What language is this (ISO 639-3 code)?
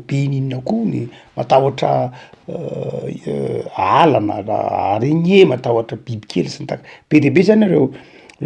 mlg